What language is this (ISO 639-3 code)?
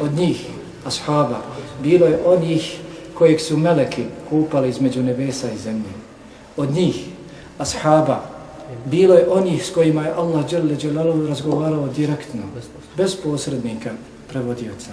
bos